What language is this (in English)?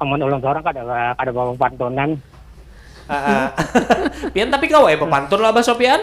Banjar